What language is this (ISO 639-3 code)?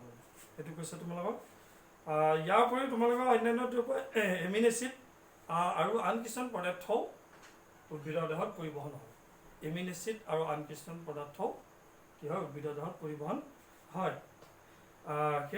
asm